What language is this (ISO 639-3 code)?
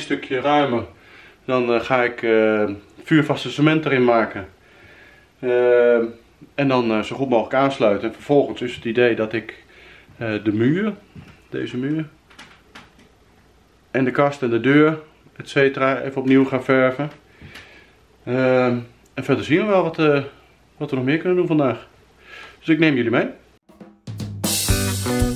nld